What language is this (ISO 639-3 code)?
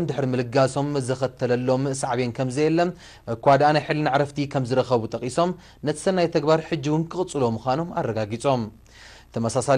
tir